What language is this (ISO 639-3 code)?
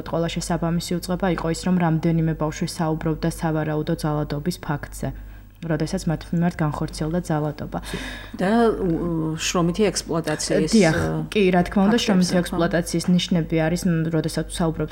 kat